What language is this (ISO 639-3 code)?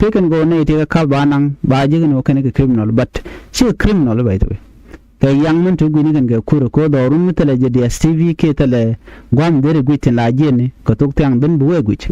nus